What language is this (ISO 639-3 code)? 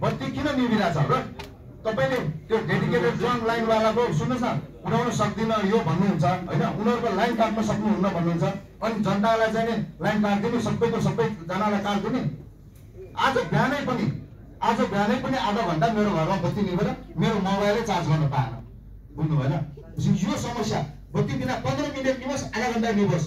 nep